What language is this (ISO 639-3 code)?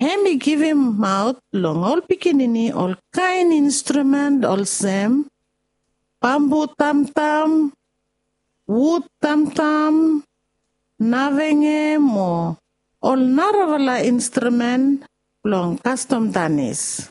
bis